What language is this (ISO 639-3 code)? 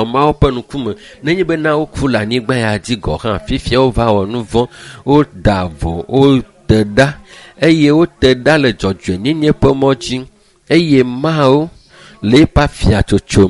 ewe